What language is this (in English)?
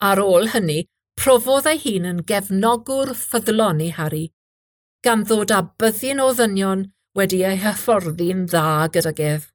Welsh